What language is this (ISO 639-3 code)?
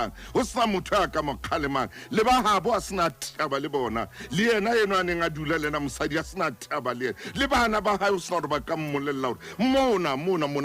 sot